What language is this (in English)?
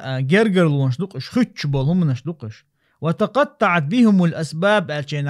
Chechen